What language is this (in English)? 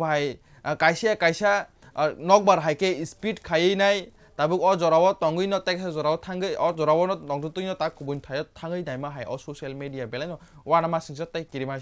Kok Borok